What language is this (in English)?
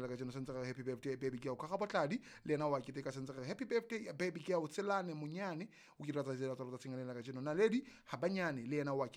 Southern Sotho